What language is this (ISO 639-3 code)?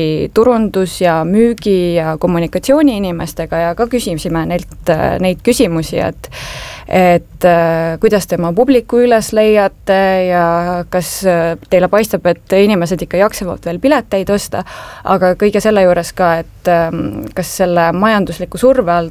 est